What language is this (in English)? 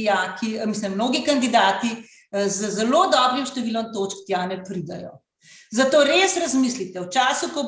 Slovenian